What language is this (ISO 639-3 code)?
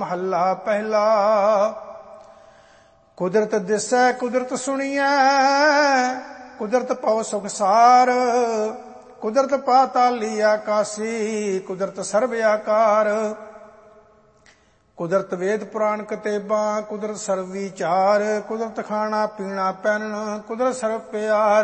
pan